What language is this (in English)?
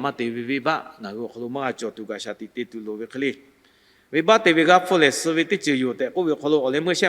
Lahu